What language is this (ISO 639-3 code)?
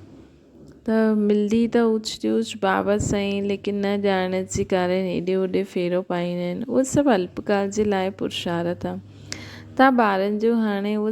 snd